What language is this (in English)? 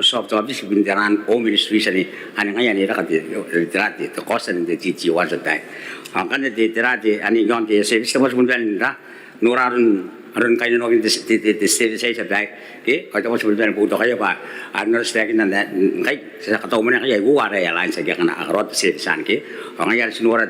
Gilbertese